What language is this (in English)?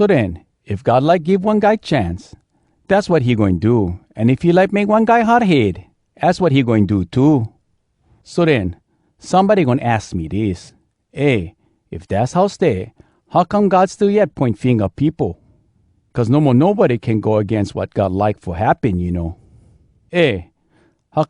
Hawai'i Creole English